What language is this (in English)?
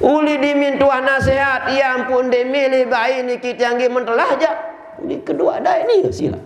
Sasak